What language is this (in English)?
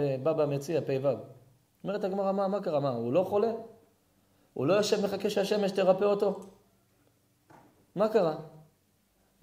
Hebrew